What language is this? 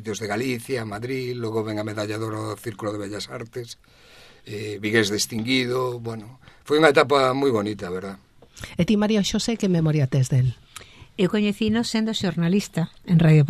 Galician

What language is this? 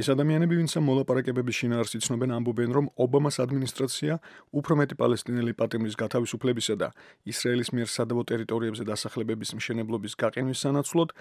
Georgian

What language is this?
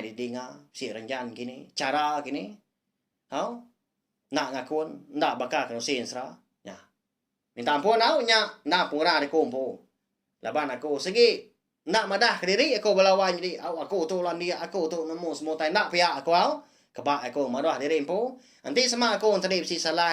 Iban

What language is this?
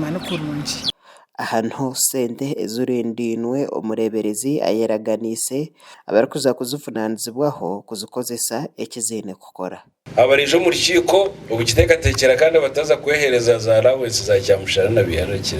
Nyankole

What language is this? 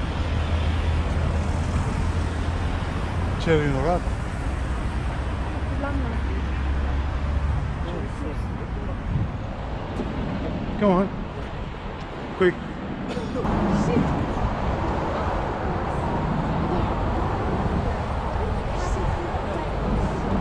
Romanian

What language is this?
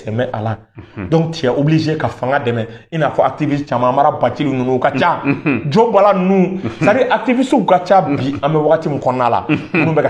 Bambara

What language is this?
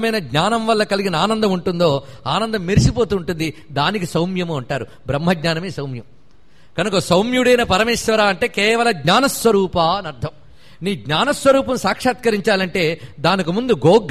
Telugu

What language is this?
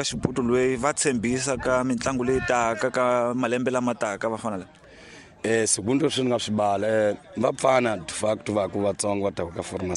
Tsonga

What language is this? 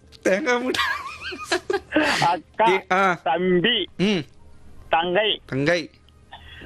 Tamil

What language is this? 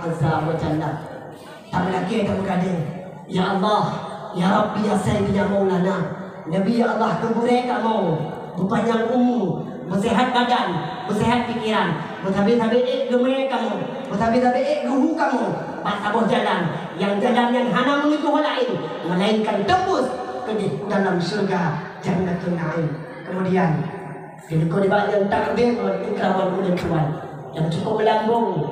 Achinese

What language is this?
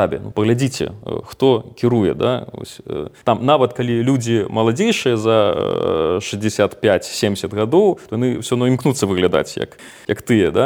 Belarusian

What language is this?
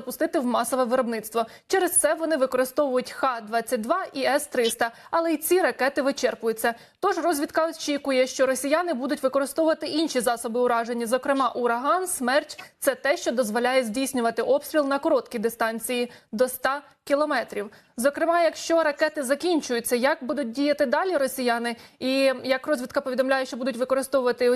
Ukrainian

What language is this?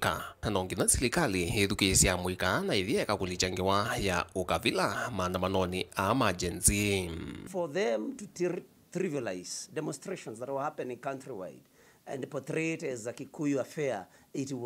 Kamba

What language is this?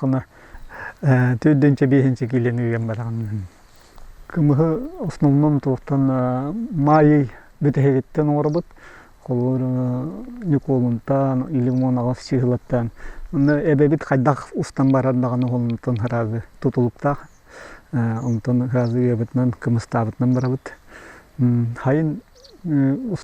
Yakut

